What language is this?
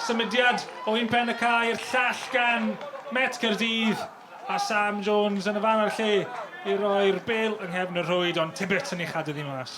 Welsh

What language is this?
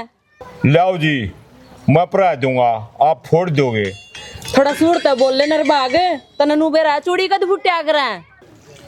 Haryanvi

